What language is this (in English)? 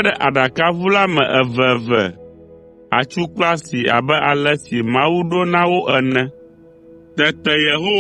Ewe